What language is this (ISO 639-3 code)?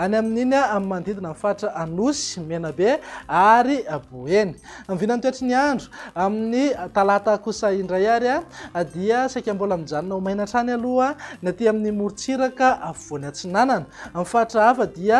mlg